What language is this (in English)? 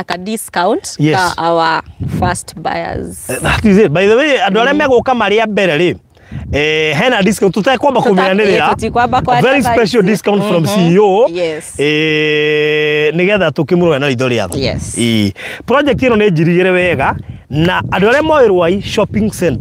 Kikuyu